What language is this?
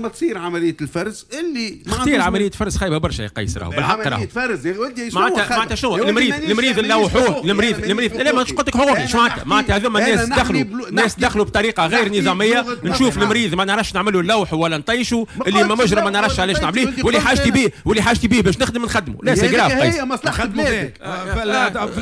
Tunisian Arabic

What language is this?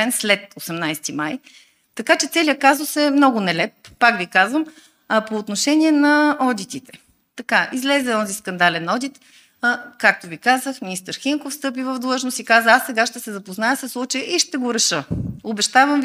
Bulgarian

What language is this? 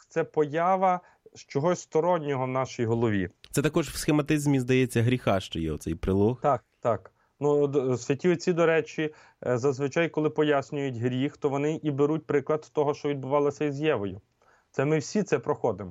Ukrainian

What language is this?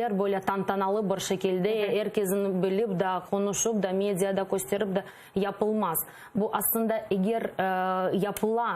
Crimean Tatar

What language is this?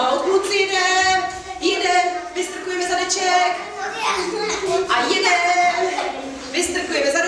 Czech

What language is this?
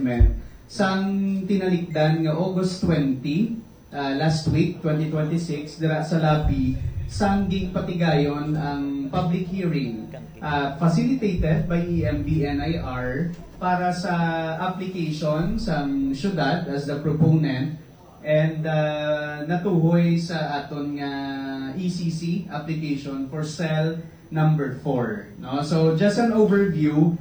Hiligaynon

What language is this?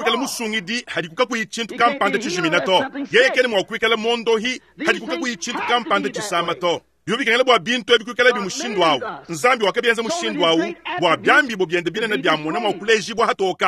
Luba-Lulua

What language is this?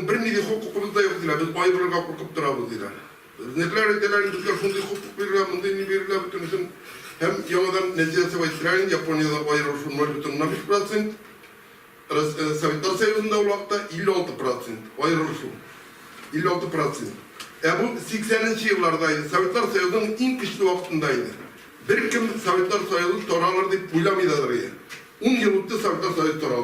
Tatar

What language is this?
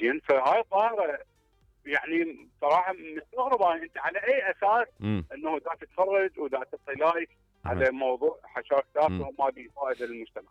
Mesopotamian Arabic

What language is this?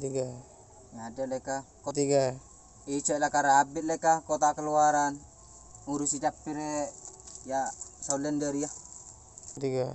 Madurese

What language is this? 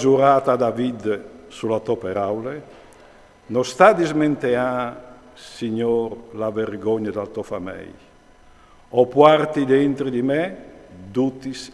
Friulian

